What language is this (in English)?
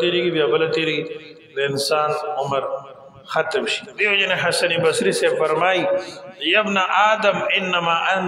Pashto